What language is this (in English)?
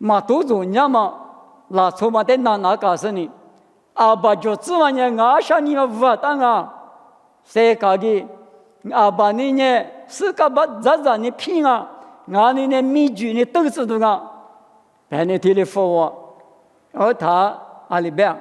Lisu